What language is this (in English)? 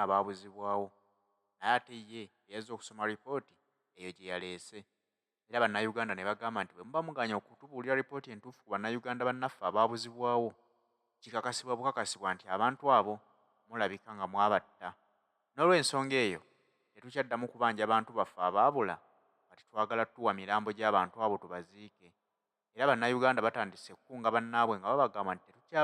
Ganda